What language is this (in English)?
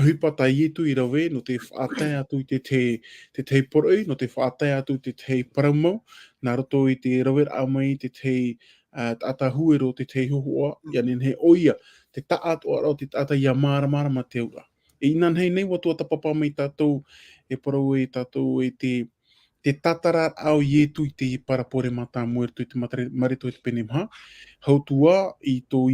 Tahitian